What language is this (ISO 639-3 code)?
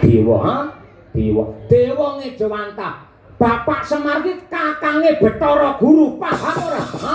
jav